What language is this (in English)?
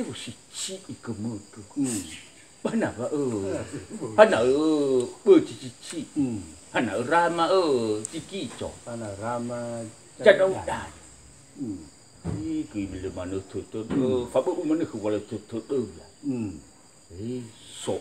Nias